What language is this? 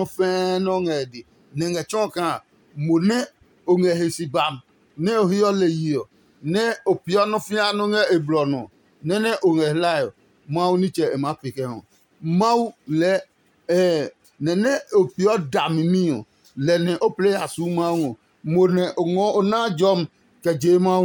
Adangme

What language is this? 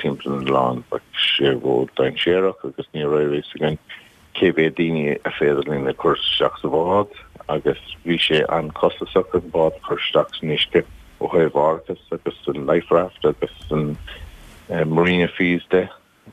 Irish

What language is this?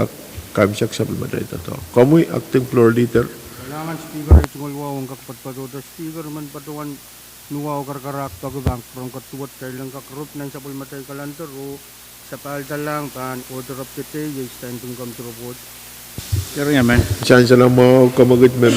Pohnpeian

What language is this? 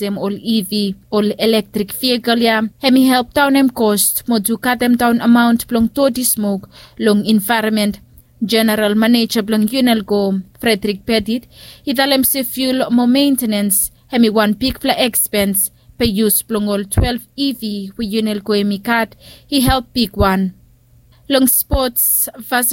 Bislama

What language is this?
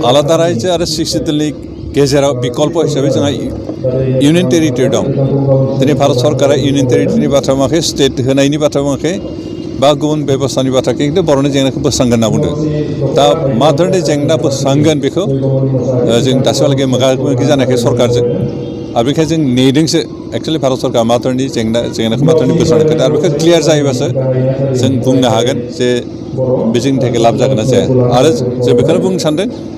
Bodo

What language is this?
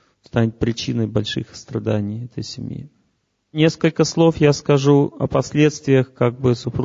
Russian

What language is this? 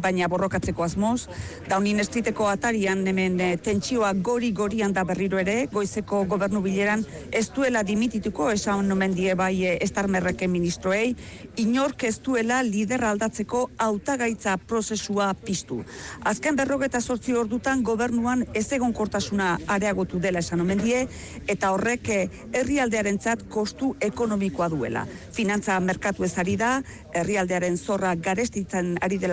Basque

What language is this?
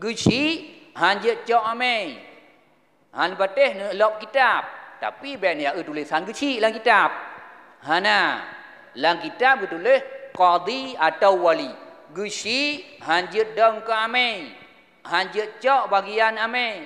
Achinese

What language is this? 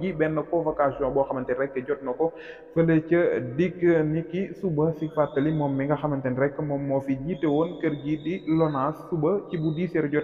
Wolof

